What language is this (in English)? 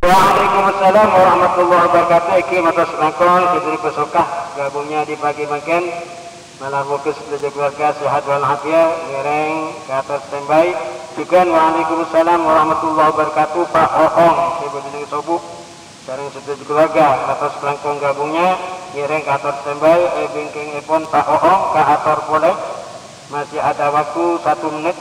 Madurese